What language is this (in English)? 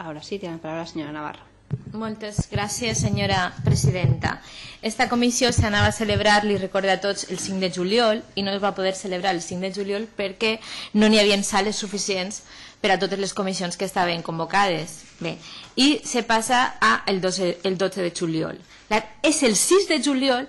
Catalan